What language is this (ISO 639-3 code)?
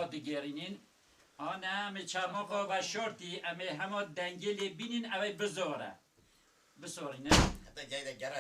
kur